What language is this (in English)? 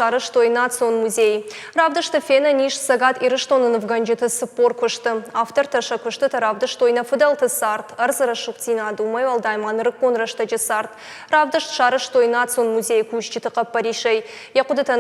Ossetic